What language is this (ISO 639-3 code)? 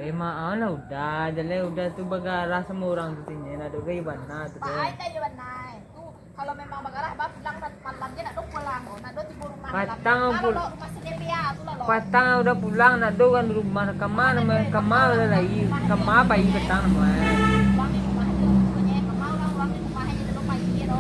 min